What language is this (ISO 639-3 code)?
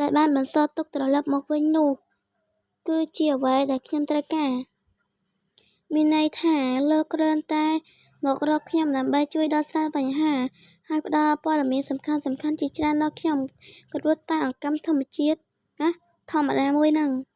khm